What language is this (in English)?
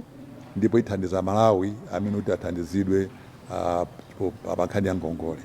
Nyanja